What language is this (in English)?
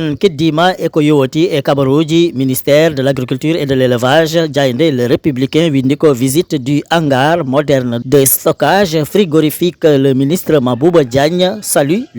Fula